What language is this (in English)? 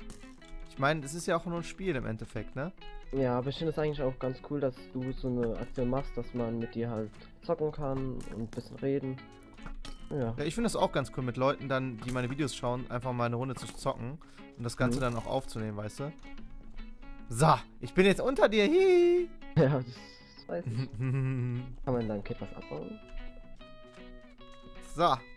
German